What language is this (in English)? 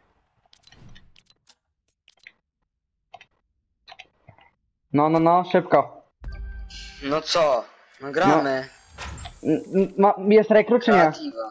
Polish